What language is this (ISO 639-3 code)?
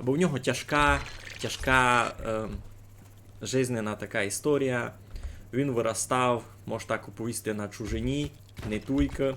rue